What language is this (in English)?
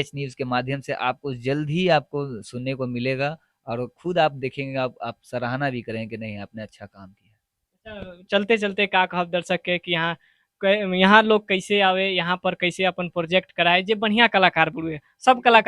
Bhojpuri